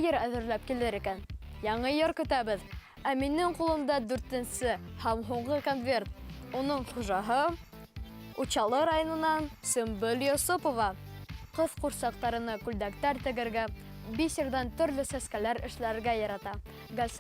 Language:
Bashkir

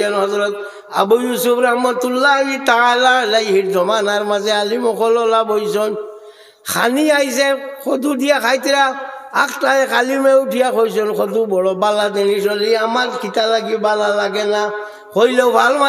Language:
Sylheti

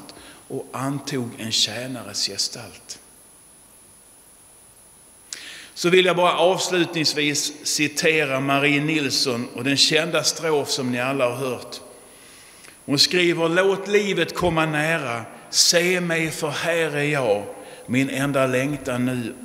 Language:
Swedish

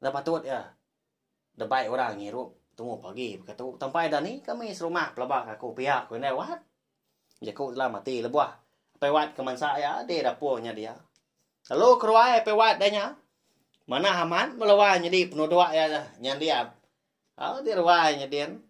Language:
Iban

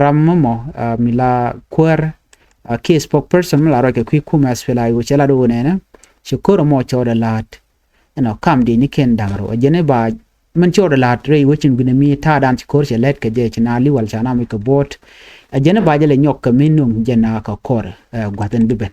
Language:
Nuer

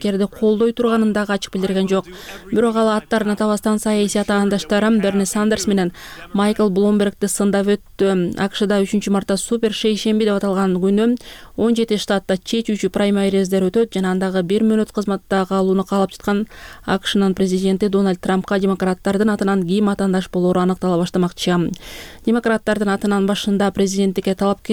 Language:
Kyrgyz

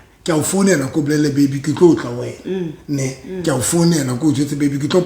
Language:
Southern Sotho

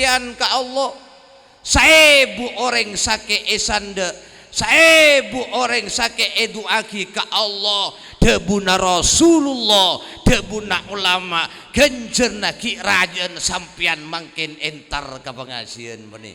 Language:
Madurese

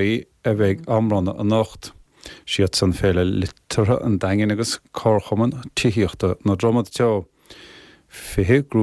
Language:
Irish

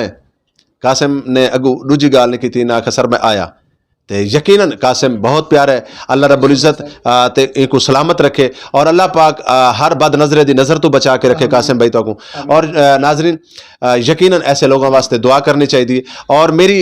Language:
Western Panjabi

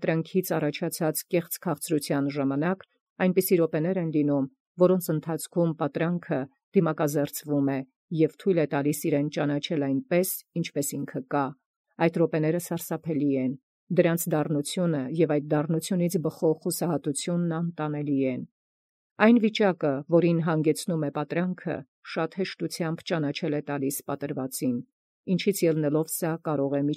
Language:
Armenian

